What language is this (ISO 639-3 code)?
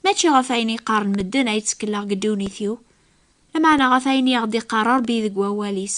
kab